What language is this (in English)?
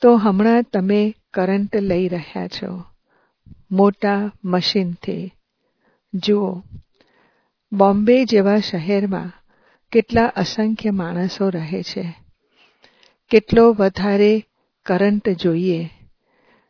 Gujarati